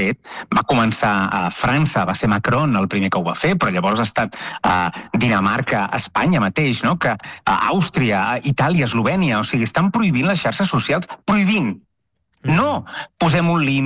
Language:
Catalan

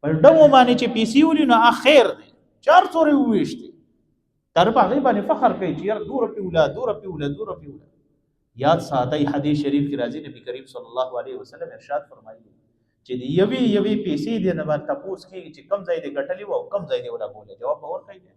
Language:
Pashto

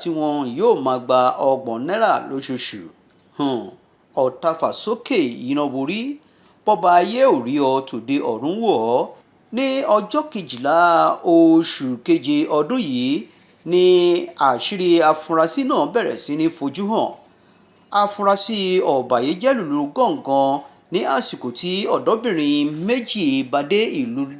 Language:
Yoruba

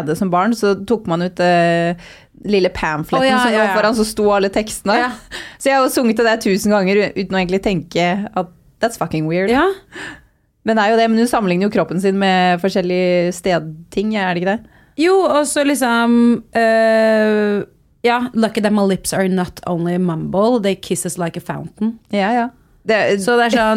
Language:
Norwegian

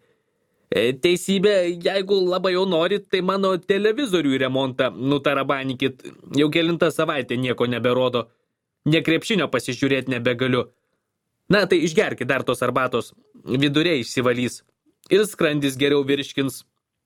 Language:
Lithuanian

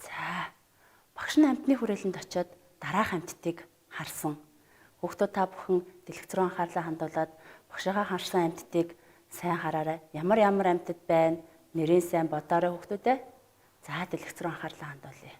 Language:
Mongolian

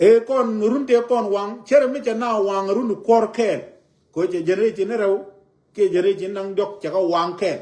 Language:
Nuer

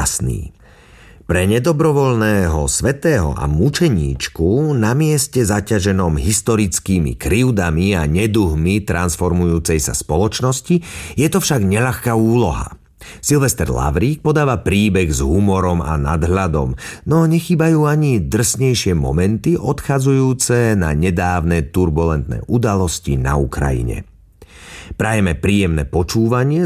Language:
Slovak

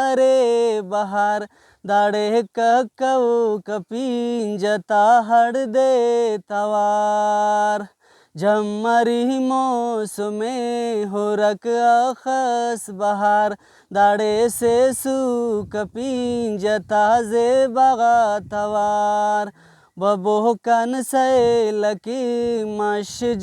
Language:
Brahui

